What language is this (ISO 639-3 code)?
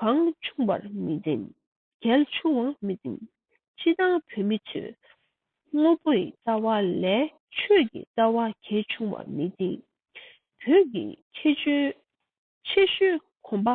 bod